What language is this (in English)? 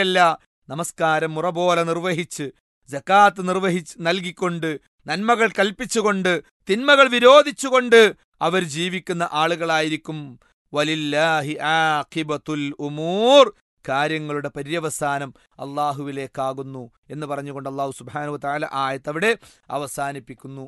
Malayalam